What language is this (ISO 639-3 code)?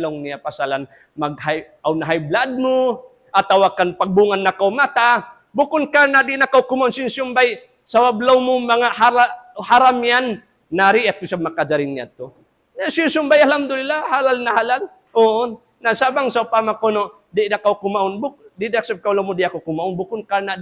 tsg